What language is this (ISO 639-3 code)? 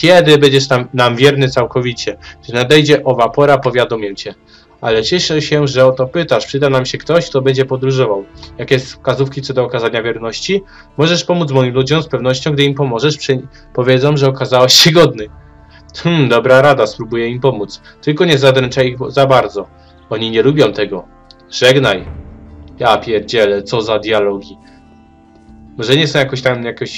pol